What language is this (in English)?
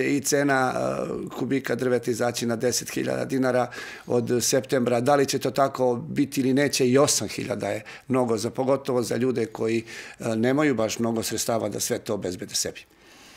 Serbian